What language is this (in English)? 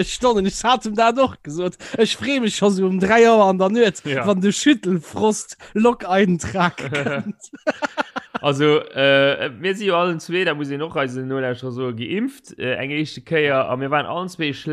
Luxembourgish